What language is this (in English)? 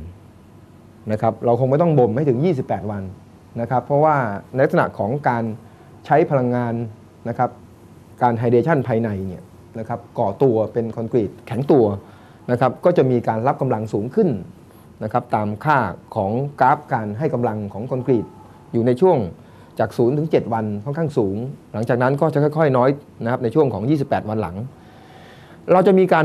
Thai